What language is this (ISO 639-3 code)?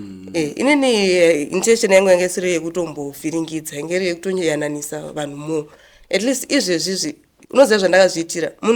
sna